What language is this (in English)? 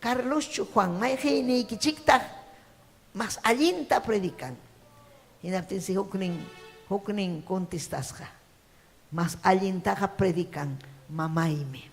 Ayacucho Quechua